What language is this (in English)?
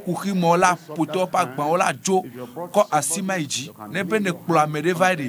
Ewe